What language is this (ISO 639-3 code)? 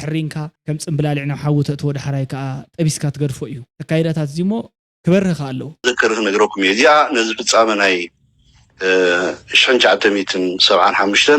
tir